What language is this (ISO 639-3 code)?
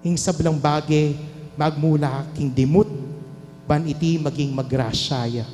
pam